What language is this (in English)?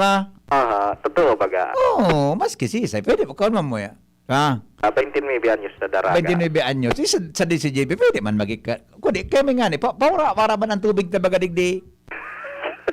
Bikol